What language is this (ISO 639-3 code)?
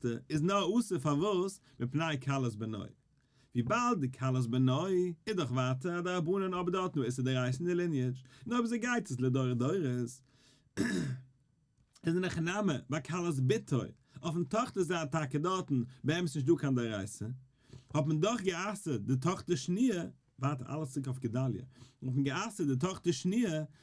yid